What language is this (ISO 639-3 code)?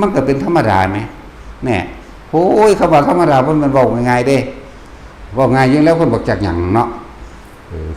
tts